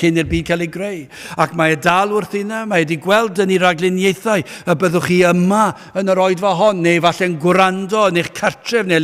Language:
Welsh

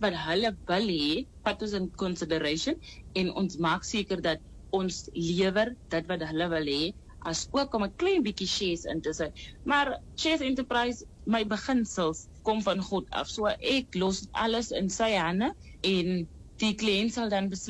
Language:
Afrikaans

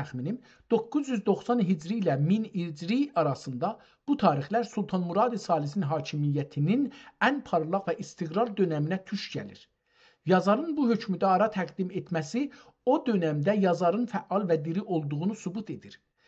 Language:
South Azerbaijani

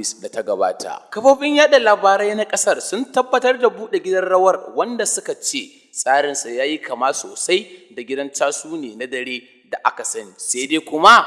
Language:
Hausa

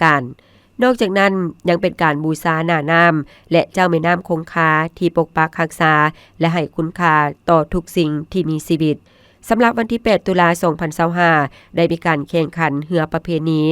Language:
Lao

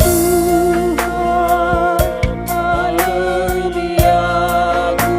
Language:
Batak Karo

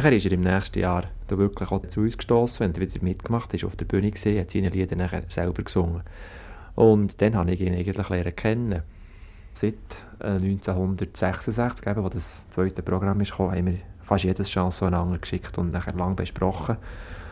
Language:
Swiss German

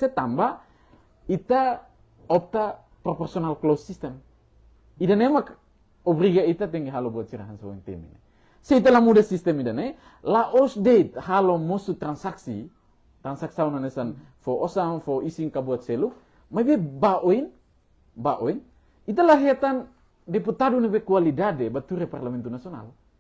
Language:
Tetum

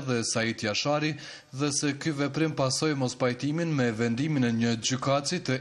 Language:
Albanian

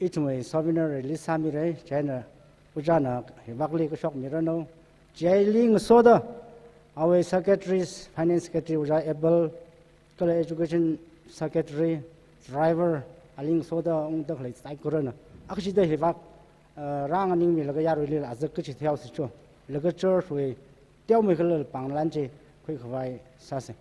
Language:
Tangkhul Naga (India)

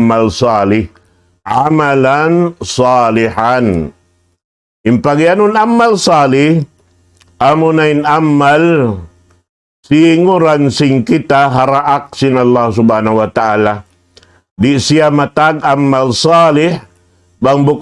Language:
Tausug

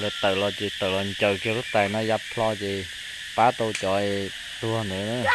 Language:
Hmong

